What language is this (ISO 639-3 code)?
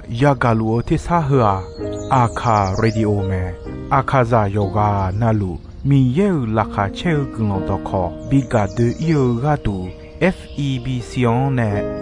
ahk